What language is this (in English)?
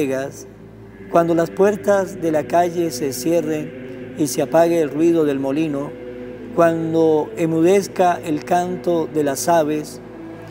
Spanish